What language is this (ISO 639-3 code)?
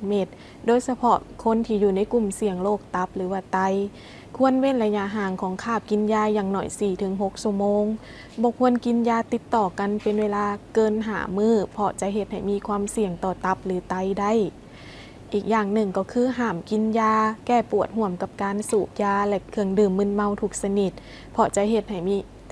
lao